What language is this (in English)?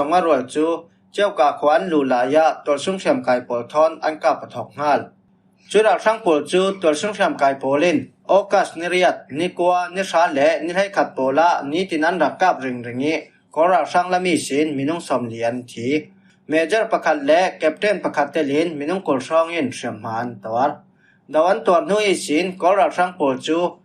Falam Chin